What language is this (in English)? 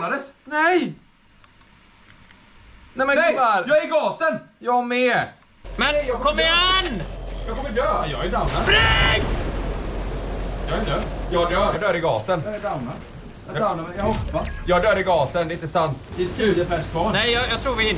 Swedish